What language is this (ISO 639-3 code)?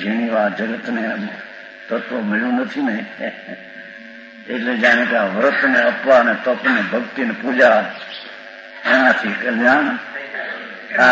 guj